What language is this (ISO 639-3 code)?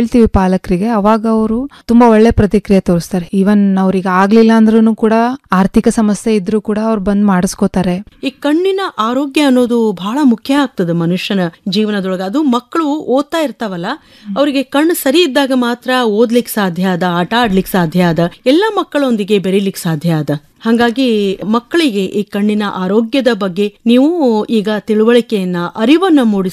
kan